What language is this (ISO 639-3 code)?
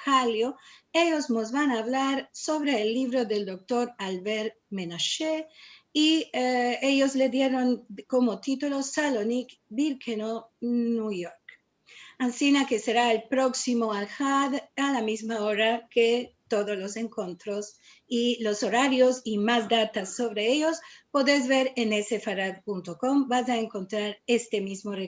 lad